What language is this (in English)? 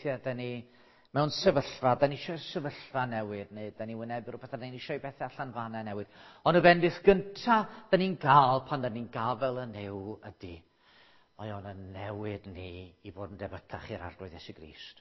Welsh